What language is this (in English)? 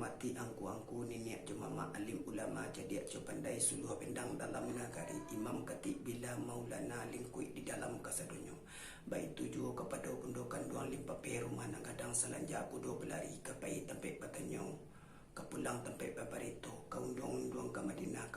Minangkabau